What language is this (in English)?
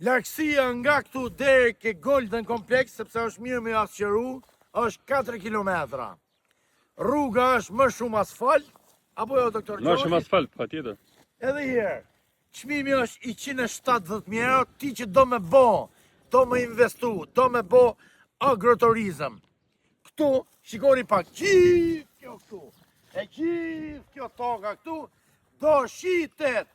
Albanian